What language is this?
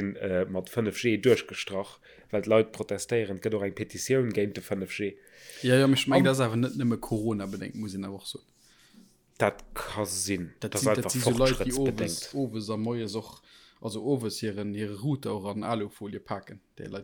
Luxembourgish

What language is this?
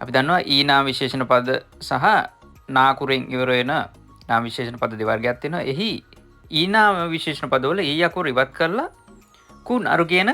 Sinhala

